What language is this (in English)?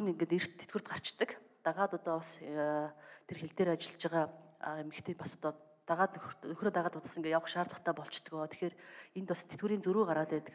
Mongolian